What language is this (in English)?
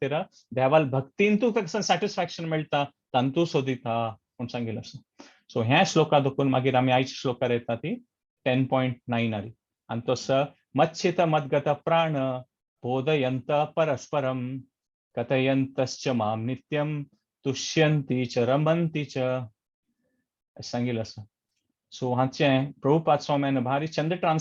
Konkani